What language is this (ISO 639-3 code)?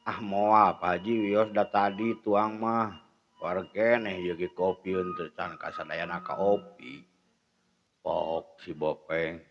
sun